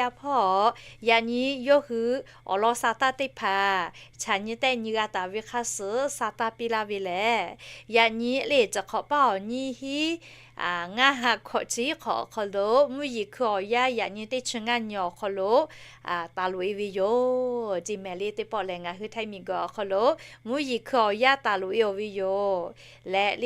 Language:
Lahu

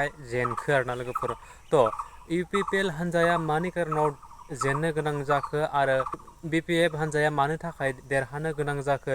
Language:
Bodo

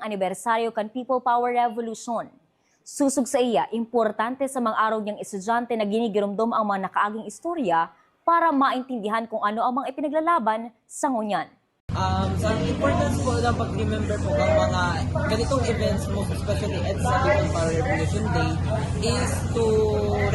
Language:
Bikol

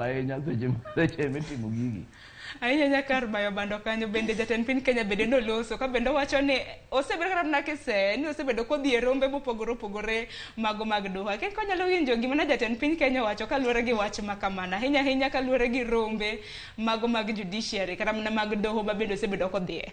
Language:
Luo (Kenya and Tanzania)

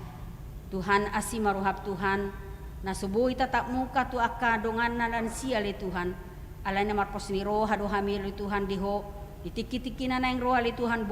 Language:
Batak Toba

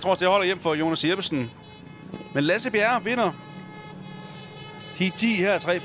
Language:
Danish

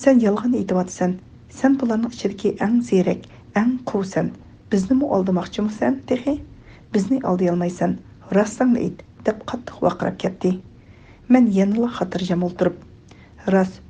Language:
Uyghur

